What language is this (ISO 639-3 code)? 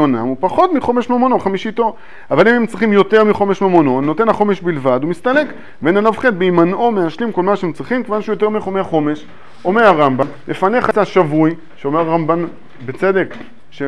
heb